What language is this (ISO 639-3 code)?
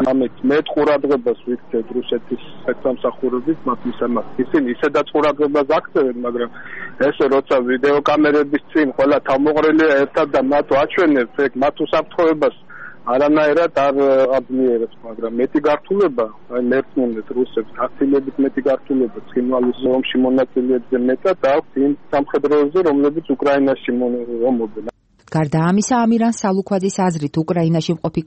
kat